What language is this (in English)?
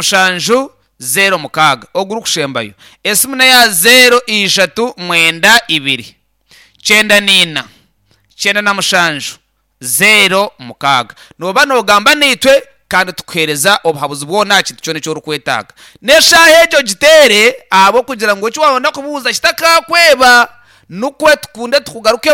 Nyankole